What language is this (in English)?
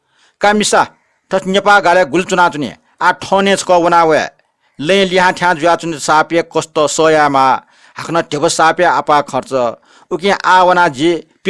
Newari